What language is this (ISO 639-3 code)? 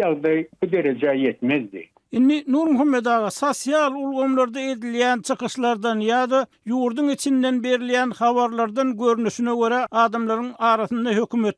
tuk